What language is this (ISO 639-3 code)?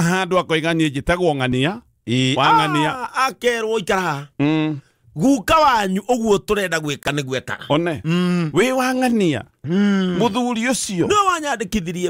kik